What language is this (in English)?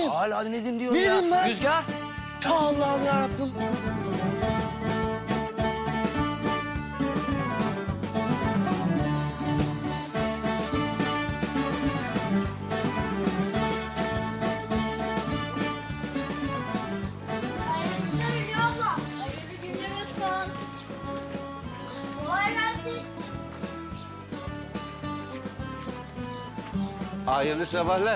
Turkish